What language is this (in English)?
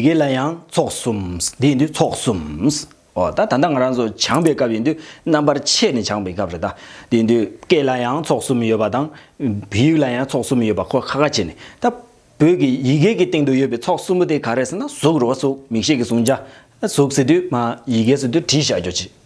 Tibetan